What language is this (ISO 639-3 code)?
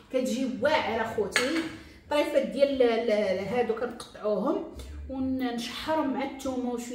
ary